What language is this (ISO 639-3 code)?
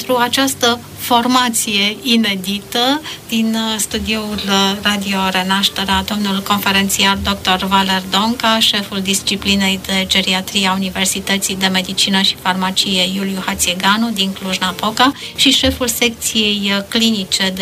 ron